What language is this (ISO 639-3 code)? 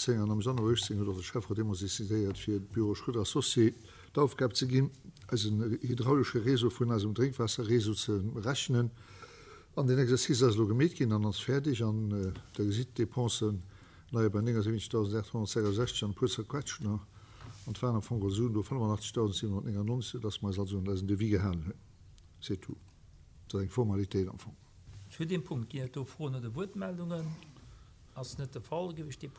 ltz